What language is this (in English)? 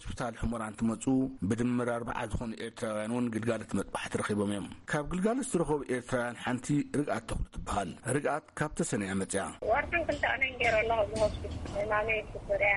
Tigrinya